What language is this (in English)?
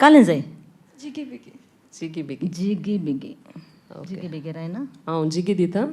Konkani